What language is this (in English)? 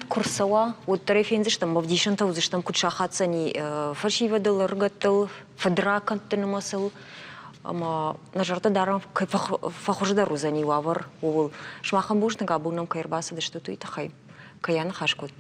Ossetic